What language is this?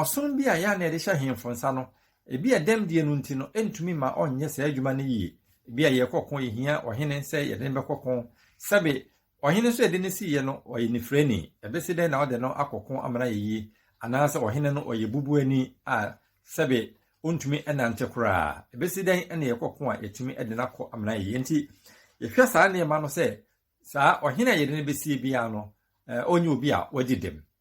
Akan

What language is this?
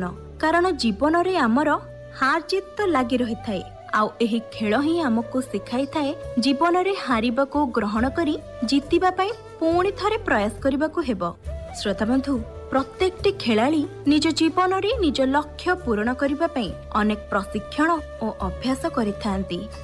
Odia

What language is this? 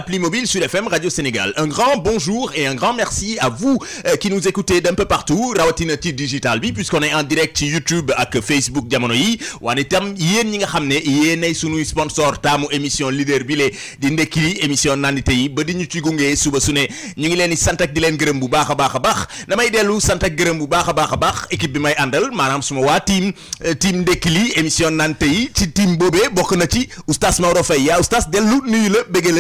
Wolof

